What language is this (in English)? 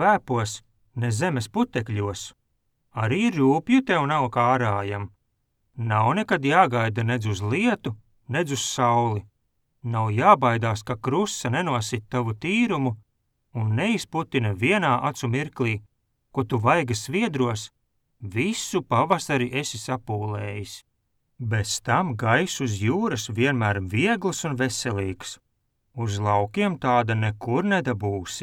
Latvian